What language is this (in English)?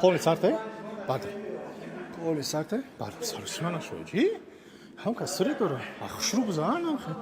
Tajik